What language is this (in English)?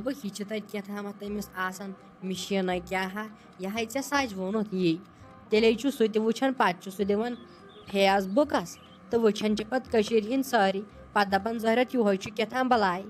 Kashmiri